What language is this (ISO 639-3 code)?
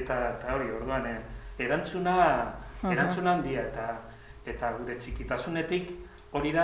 eus